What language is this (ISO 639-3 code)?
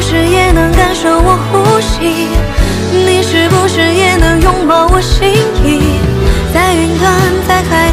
zho